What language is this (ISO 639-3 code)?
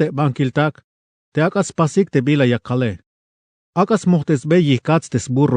tzh